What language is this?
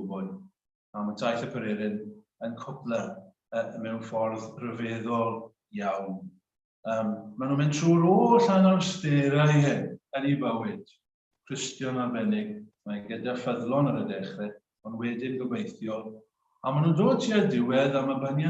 Welsh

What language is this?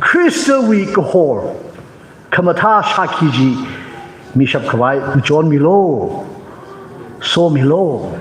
Tangkhul Naga (India)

